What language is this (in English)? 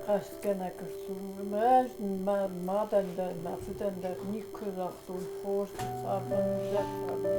Ossetic